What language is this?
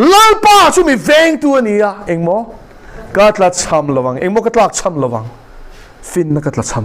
Mizo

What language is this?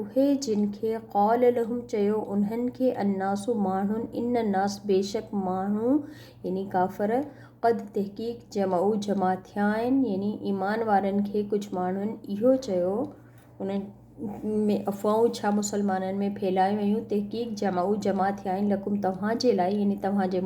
Sindhi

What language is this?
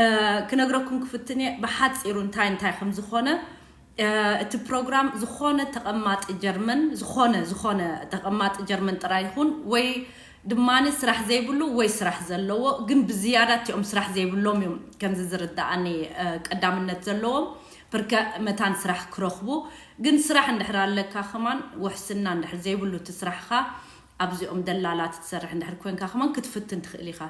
Tigrinya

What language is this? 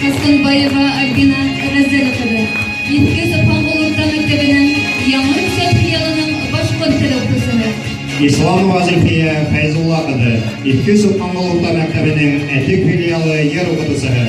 Bashkir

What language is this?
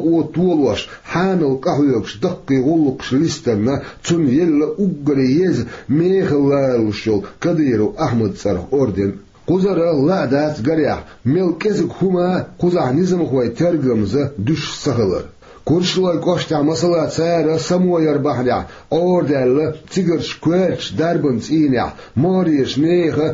Chechen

